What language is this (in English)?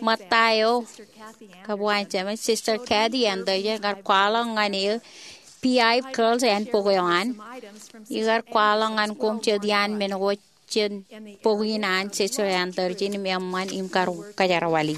Marshallese